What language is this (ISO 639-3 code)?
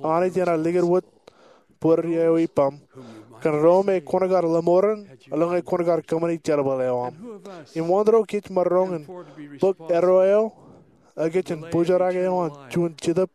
mah